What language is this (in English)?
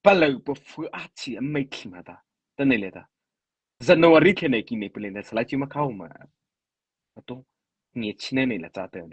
Mara Chin